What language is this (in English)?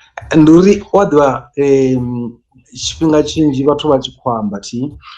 Venda